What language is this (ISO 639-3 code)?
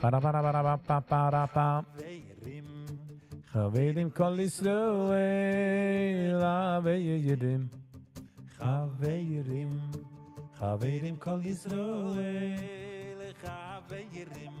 yid